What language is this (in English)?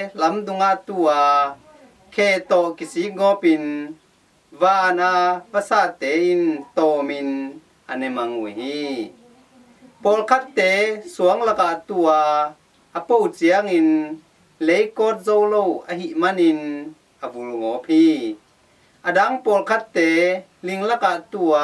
Tedim Chin